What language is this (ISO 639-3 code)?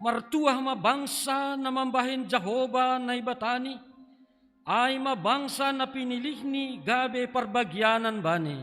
bts